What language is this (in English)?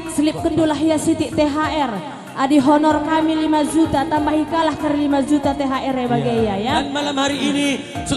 Batak Karo